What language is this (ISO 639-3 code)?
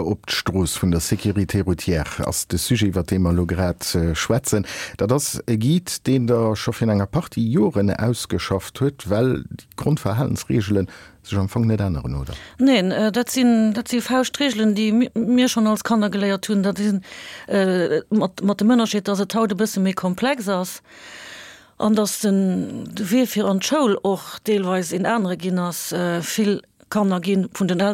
ltz